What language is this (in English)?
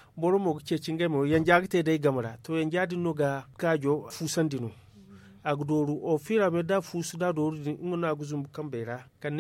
Zarma